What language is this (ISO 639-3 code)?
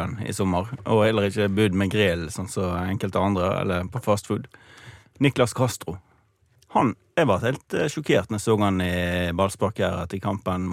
nor